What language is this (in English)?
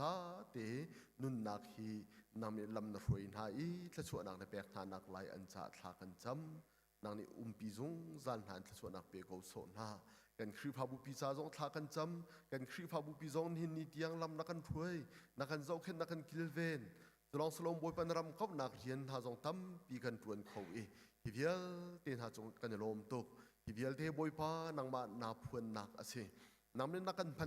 Hakha Chin